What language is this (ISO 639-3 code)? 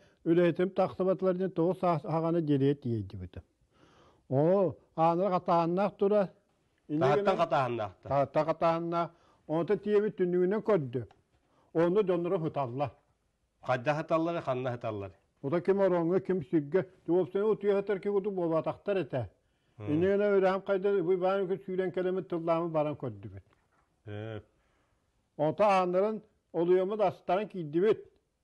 sah